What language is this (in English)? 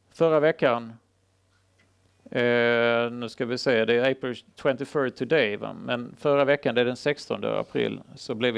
Swedish